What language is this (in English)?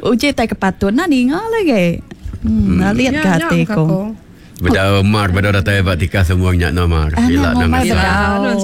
Iban